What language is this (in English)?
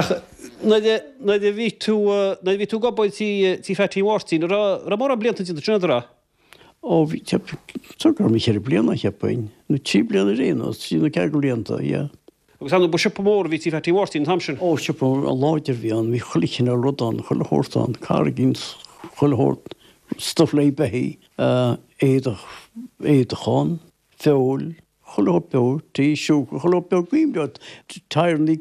Irish